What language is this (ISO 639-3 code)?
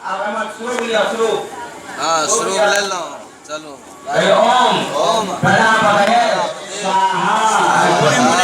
mai